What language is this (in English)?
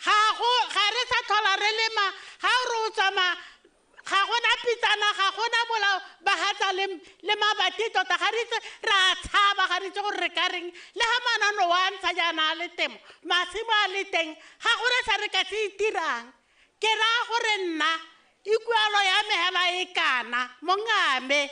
Tswana